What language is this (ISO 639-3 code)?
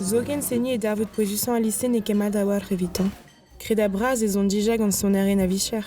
bre